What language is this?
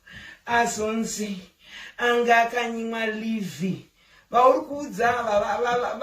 Shona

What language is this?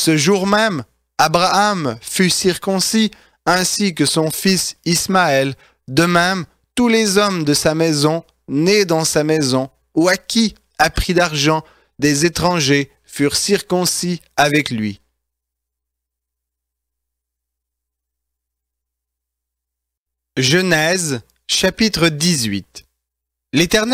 French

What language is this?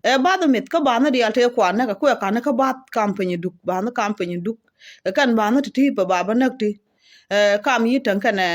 Nuer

